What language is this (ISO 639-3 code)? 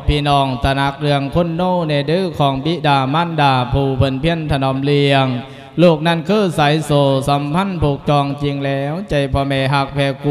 lao